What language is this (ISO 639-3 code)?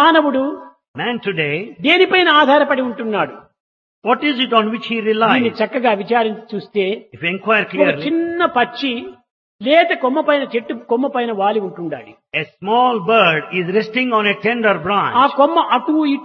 tel